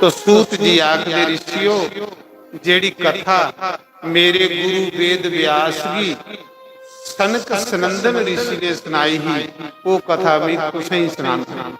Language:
Dogri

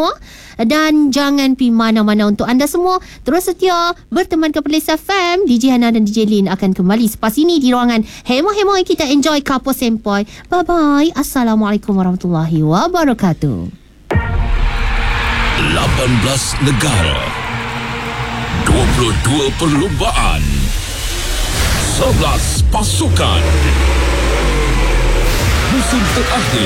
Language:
Malay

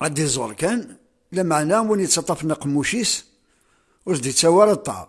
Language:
Kabyle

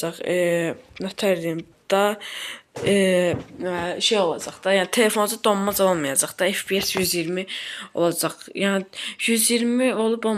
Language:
Azerbaijani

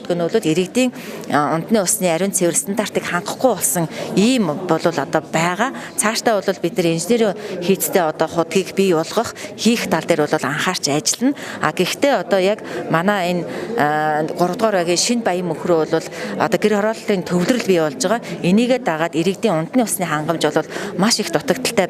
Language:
Mongolian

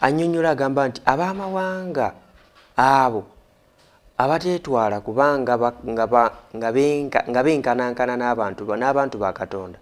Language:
Ganda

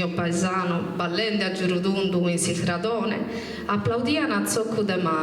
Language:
Sardinian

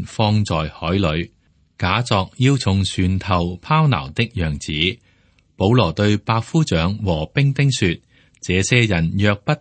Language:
Cantonese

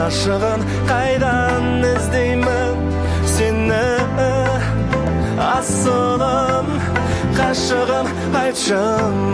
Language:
Kazakh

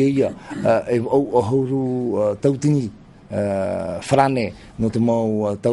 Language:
Tahitian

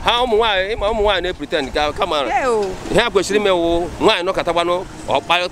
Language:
Igbo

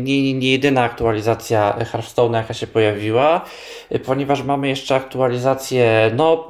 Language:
Polish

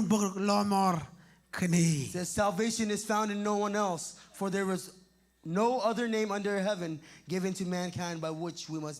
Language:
Marshallese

